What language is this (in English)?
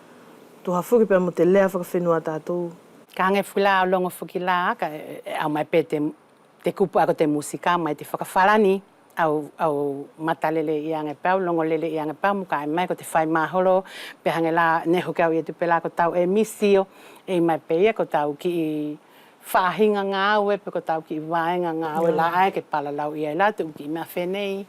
Wallisian